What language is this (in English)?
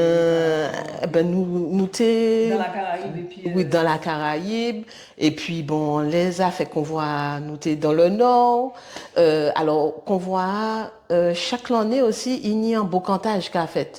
Guadeloupean Creole French